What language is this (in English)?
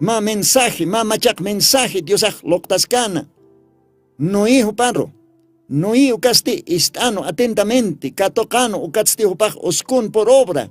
Aymara